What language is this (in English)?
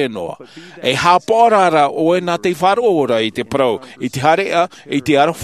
Tahitian